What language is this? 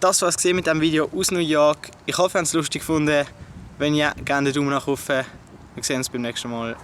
Swiss German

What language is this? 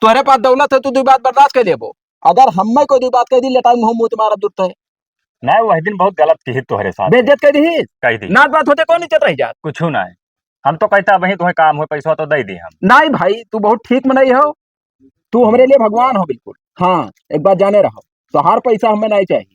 Awadhi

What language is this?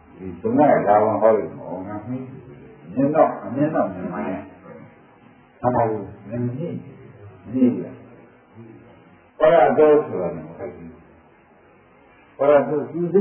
Burmese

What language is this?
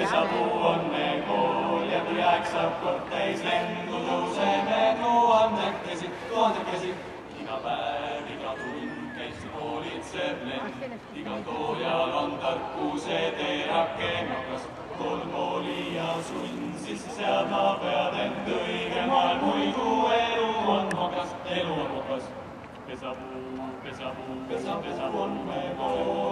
Estonian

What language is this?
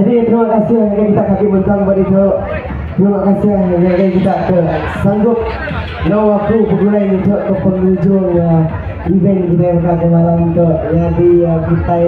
Iban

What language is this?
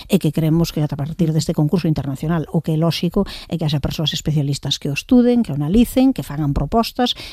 Galician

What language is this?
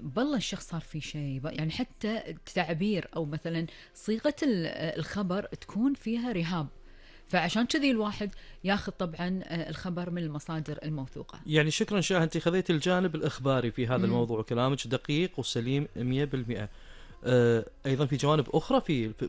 Gulf Arabic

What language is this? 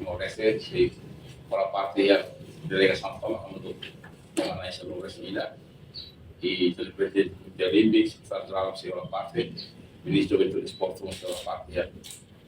Tetum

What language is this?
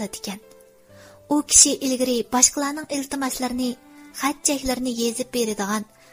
Uyghur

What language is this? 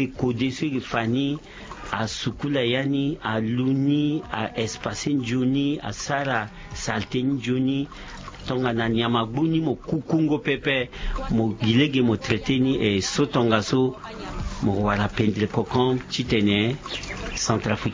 Sango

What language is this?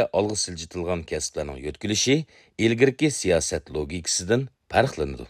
Uyghur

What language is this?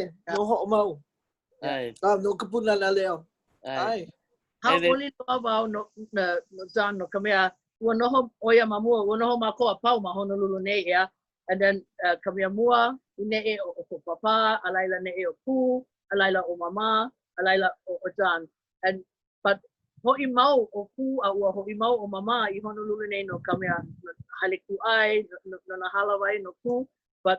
Hawaiian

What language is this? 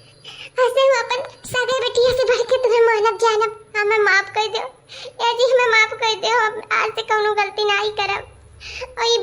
Awadhi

